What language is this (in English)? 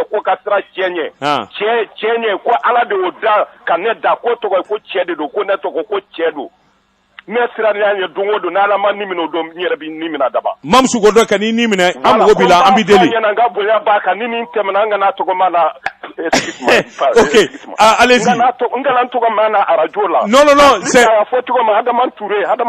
Bambara